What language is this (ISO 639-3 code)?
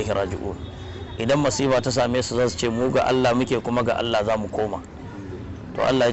hau